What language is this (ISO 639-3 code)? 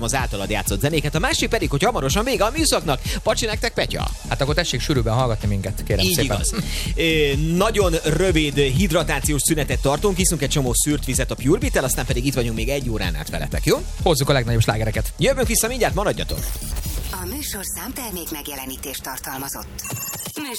hun